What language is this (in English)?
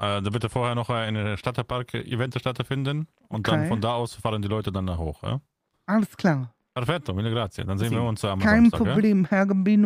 German